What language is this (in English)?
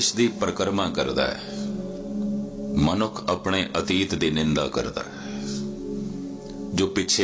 Punjabi